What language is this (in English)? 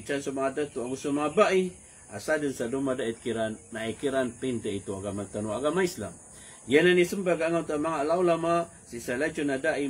Maranao